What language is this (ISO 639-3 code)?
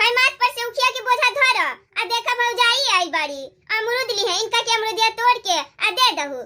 bho